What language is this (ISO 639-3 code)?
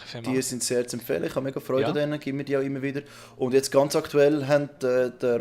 gsw